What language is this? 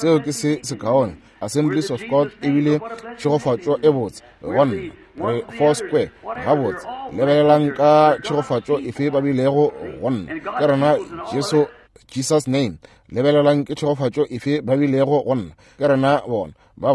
Northern Sotho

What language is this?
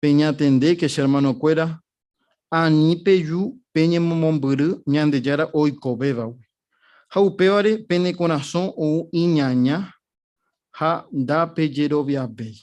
Guarani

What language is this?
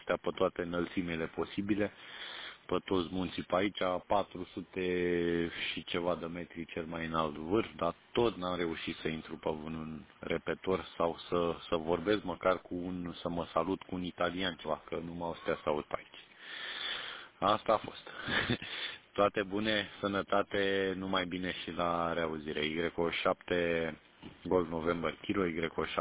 Romanian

